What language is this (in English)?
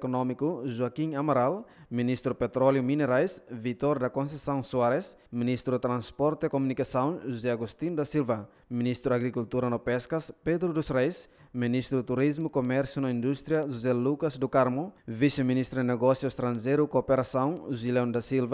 Tetum